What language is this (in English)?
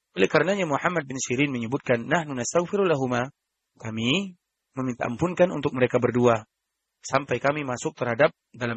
Indonesian